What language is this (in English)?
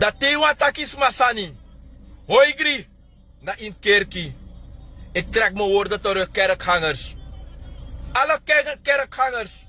Sranan Tongo